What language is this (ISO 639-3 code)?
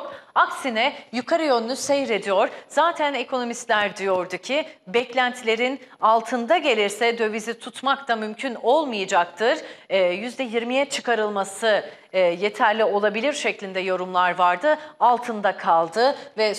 tur